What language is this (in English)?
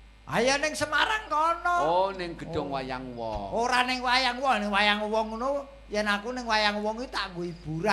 Javanese